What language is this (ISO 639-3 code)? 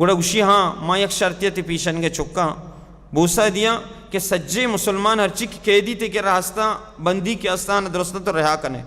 bal